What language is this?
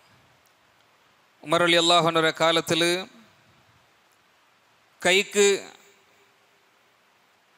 Malayalam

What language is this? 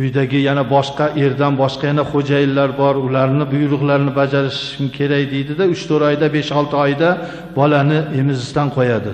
Uzbek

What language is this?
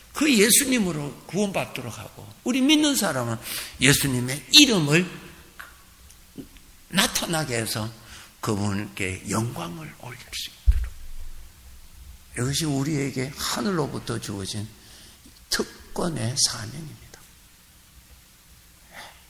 Korean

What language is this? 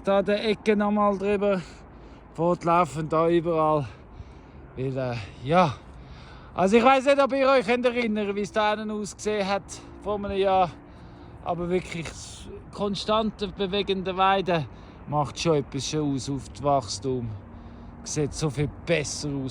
Swiss German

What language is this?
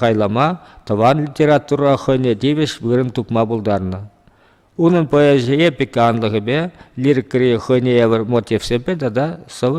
Chuvash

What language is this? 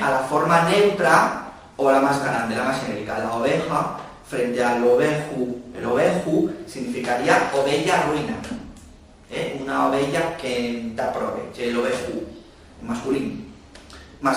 Asturian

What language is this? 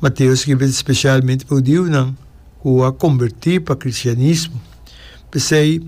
Papiamento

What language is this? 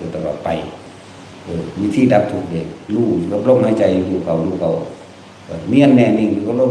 Northeastern Thai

